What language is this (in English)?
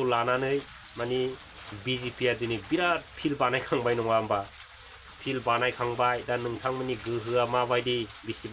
Bodo